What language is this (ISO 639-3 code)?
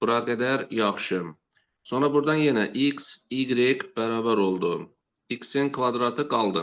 aze